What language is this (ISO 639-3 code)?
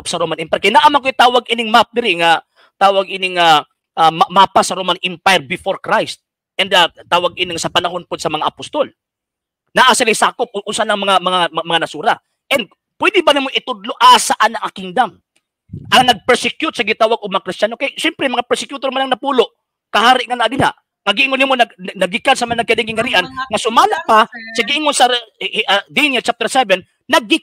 ceb